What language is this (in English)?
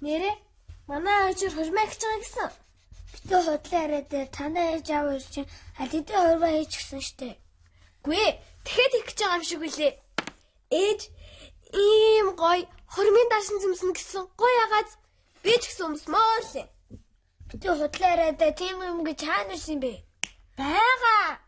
Mongolian